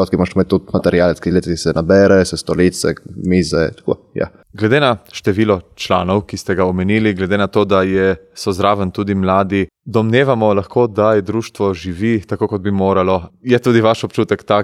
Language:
Slovenian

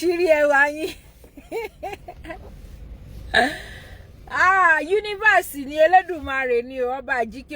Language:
Yoruba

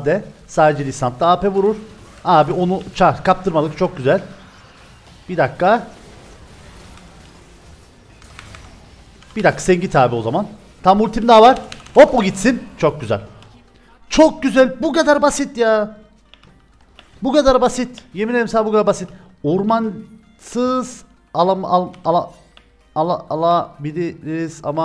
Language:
Turkish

